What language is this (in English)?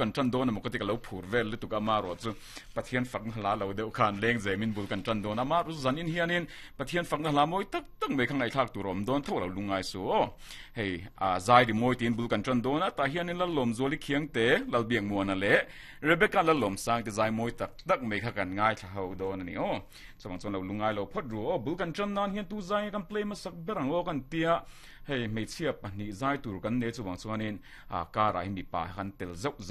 Mizo